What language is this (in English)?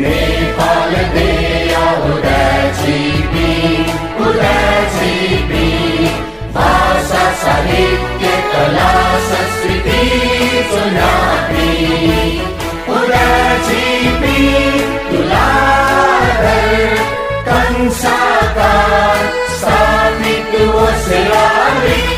Newari